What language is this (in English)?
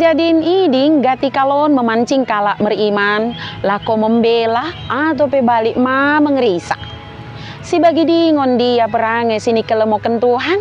Batak Dairi